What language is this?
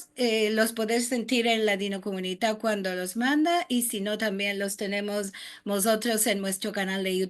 Ladino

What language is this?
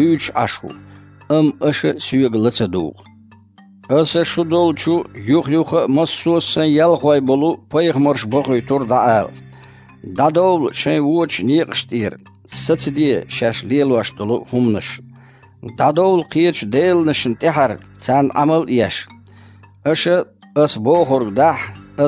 Chechen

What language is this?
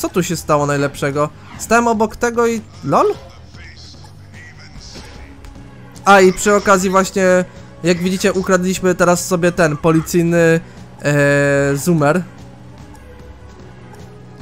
Polish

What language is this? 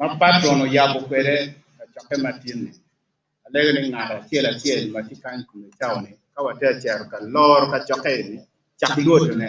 Acoli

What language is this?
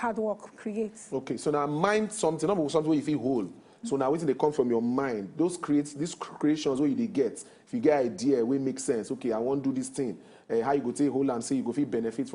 Nigerian Pidgin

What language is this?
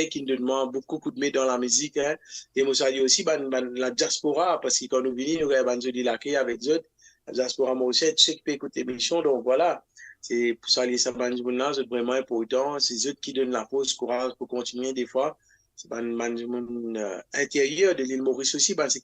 Morisyen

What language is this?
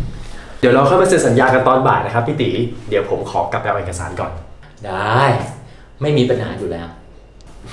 Thai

